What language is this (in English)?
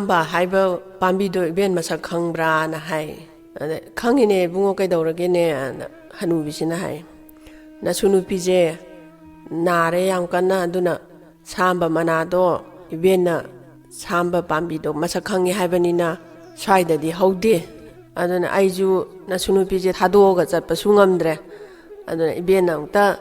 Manipuri